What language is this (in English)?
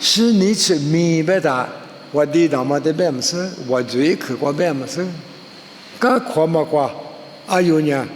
Lisu